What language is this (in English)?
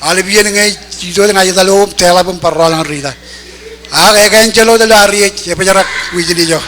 Marshallese